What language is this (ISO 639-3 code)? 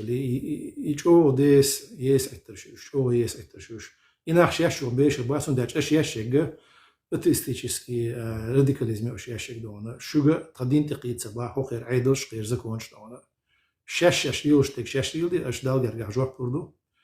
che